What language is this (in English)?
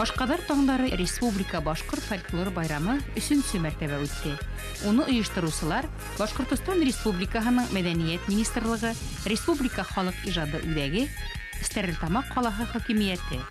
Bashkir